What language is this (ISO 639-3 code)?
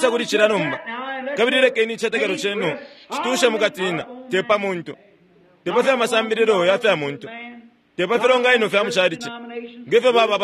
bem